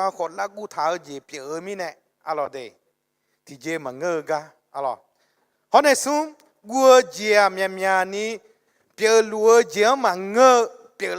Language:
Akha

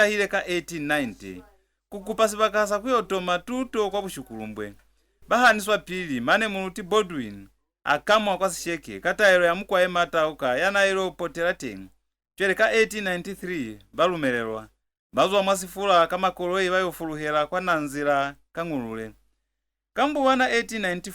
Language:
Lozi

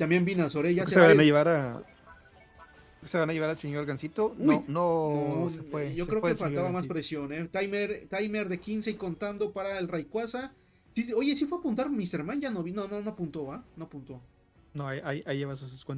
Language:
Spanish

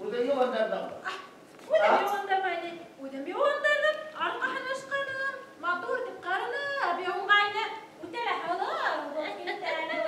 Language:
Bashkir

